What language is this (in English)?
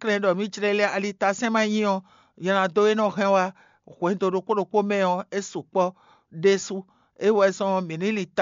Fon